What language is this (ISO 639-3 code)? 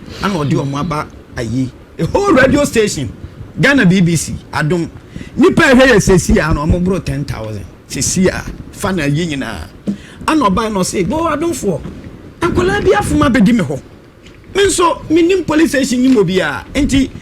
aka